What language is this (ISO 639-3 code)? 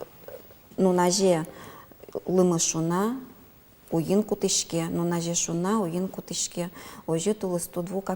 udm